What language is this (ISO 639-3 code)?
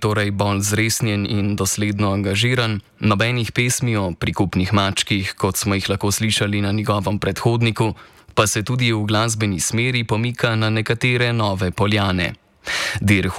slv